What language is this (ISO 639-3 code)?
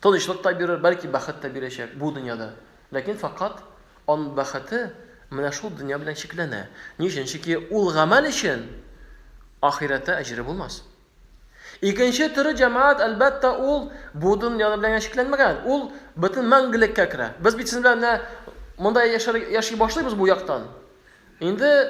tat